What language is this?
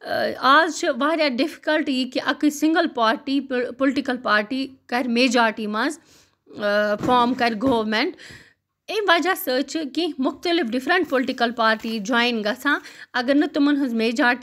Kashmiri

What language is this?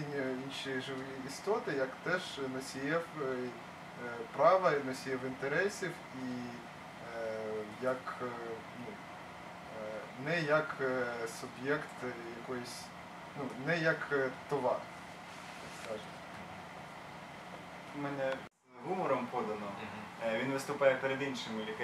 Ukrainian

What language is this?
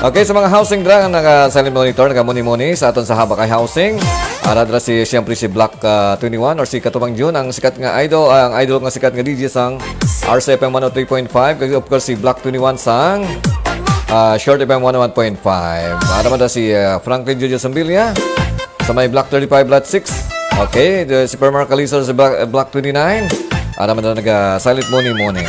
Hiligaynon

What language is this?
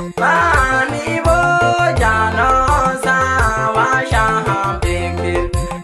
Swahili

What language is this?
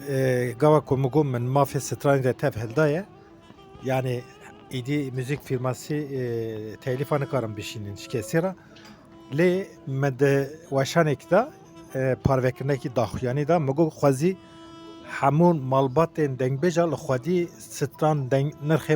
Kurdish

